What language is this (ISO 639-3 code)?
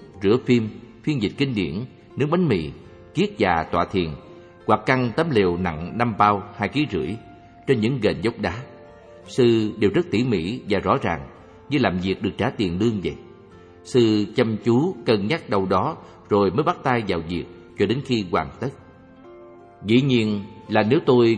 vie